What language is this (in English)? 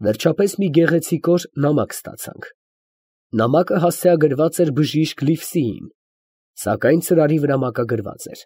Armenian